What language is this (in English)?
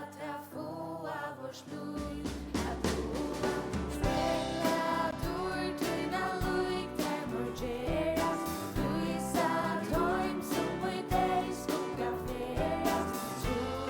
Faroese